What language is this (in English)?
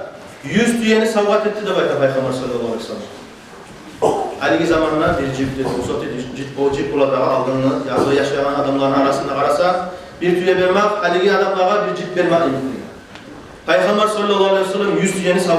Kumyk